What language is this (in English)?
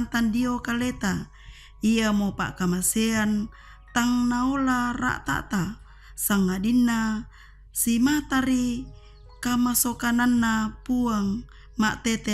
Toraja-Sa'dan